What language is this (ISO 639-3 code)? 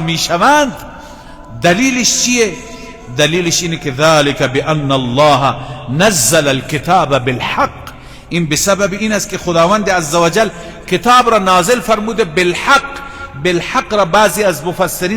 fas